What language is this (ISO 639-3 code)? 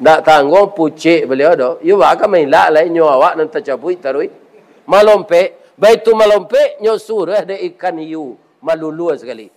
min